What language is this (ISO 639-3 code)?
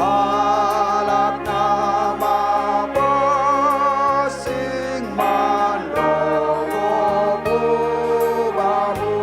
bts